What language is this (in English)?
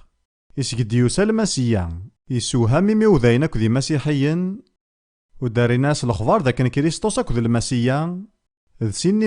Kabyle